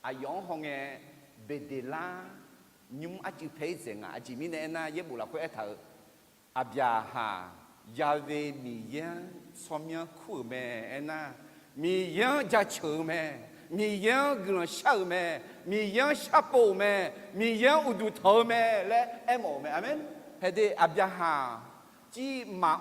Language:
Akha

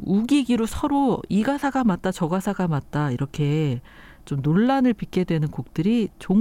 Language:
Korean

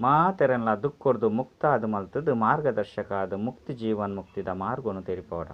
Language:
Tulu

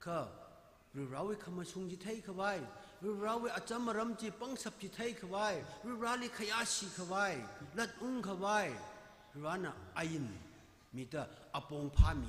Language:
Tangkhul Naga (India)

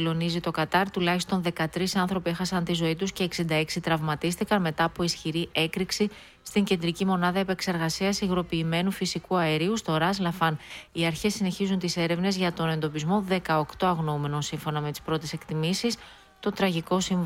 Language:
Greek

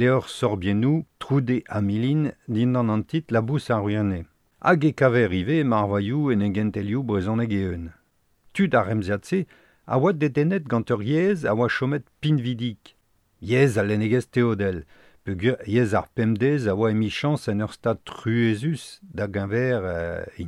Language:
Breton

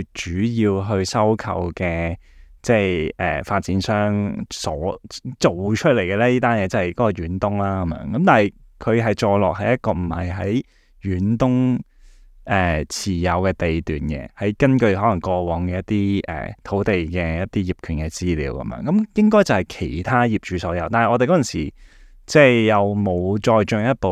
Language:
Cantonese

